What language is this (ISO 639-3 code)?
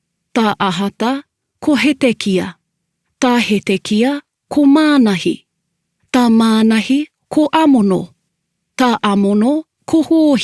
mri